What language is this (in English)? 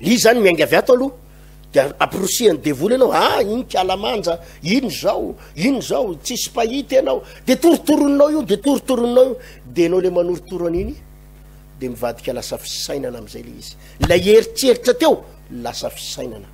Malagasy